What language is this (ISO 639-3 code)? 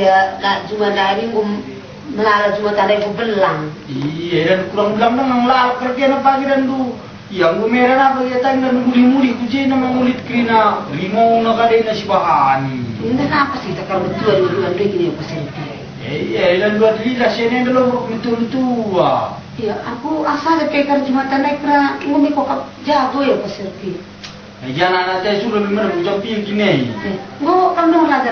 btx